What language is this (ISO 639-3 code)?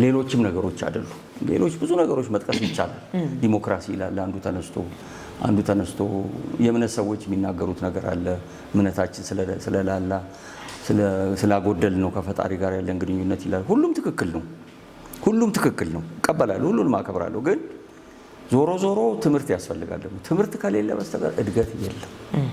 amh